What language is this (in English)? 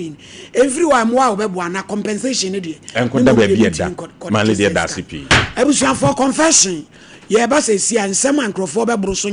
Akan